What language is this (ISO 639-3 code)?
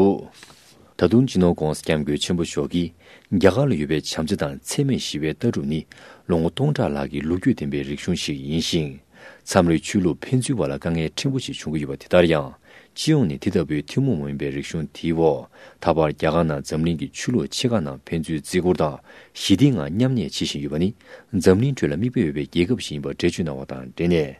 bod